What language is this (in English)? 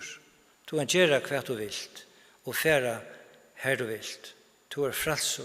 Faroese